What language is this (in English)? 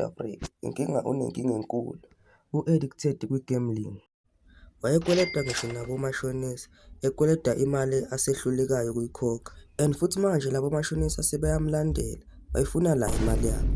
Zulu